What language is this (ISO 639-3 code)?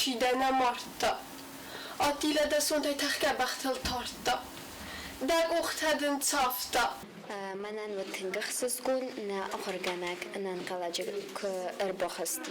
oss